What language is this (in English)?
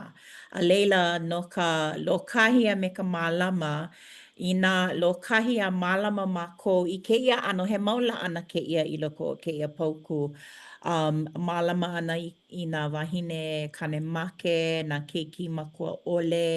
Hawaiian